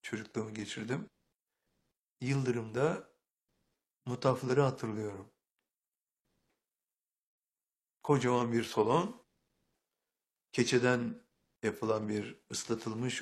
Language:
Turkish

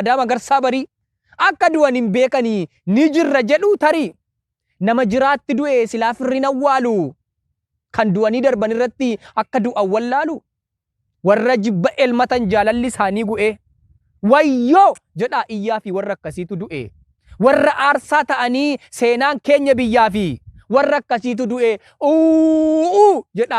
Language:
Oromo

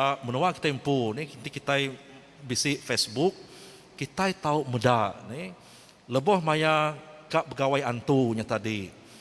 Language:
Iban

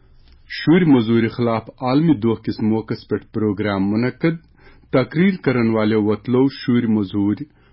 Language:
Kashmiri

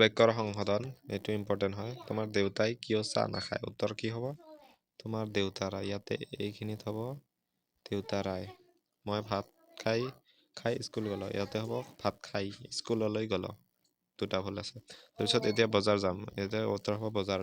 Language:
Assamese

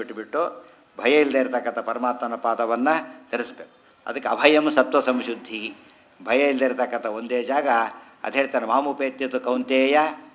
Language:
Kannada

